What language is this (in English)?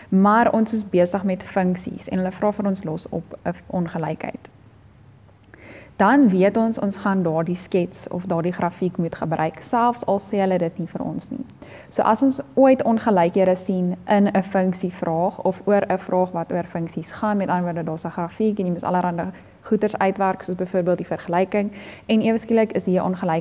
Afrikaans